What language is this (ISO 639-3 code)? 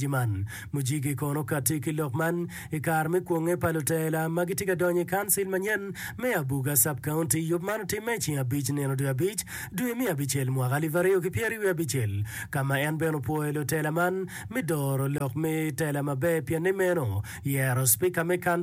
ach